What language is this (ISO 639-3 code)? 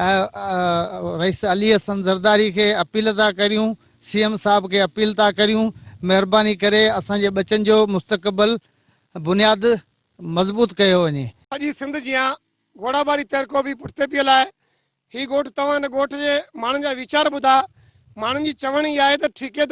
snd